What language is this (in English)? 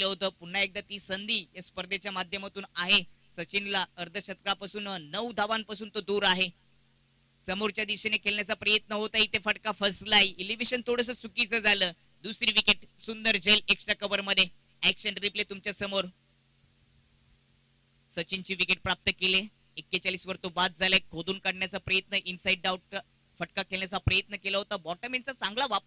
Marathi